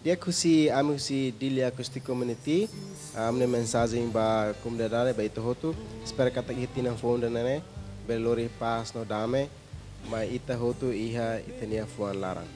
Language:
Tetum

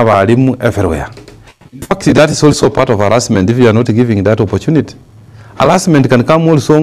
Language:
Gusii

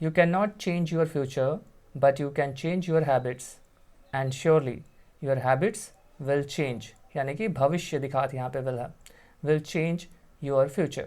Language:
Chhattisgarhi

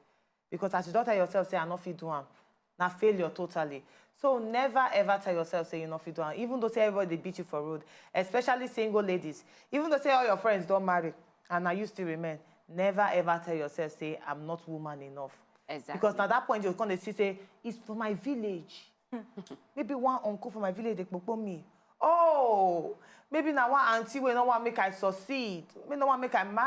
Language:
Nigerian Pidgin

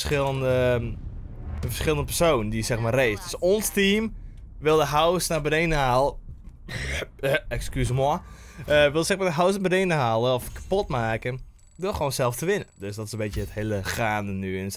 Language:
Dutch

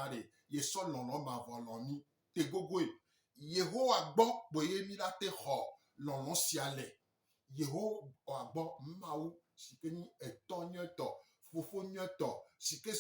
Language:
Gen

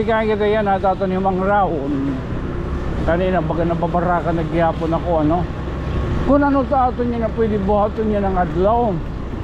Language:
Waray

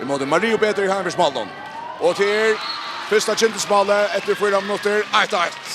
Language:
Faroese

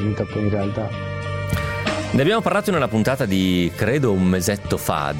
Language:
Italian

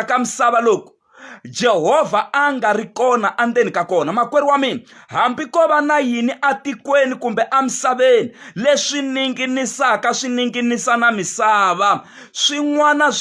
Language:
Tsonga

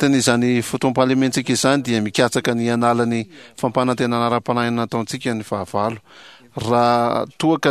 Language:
Malagasy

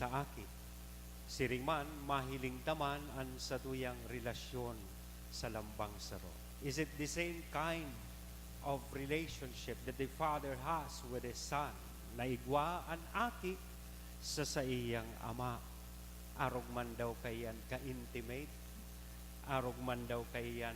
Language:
Bikol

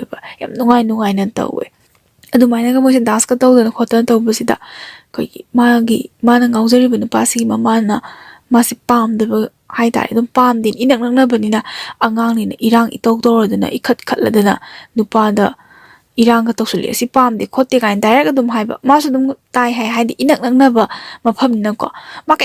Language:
Manipuri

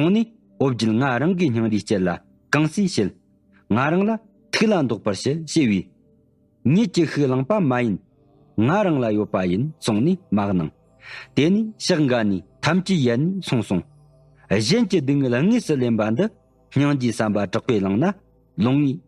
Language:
Tibetan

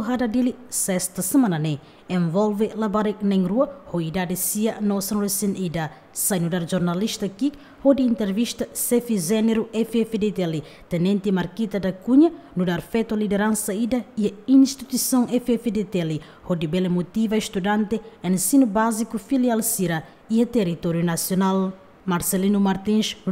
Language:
Tetum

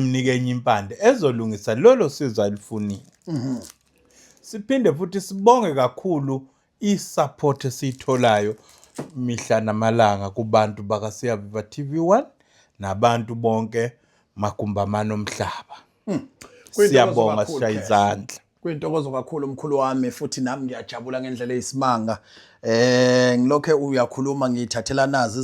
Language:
Zulu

